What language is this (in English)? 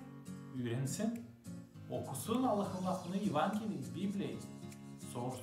Gagauz